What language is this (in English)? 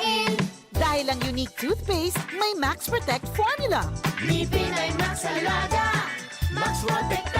Bikol